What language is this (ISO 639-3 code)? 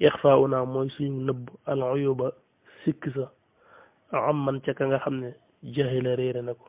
wol